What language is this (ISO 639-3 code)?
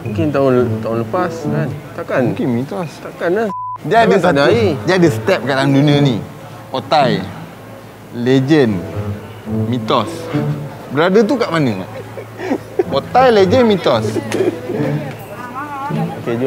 msa